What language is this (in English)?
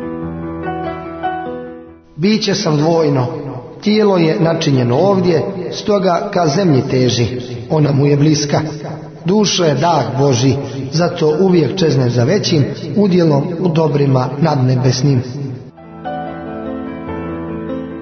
Croatian